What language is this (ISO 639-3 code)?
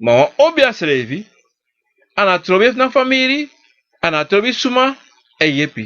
srn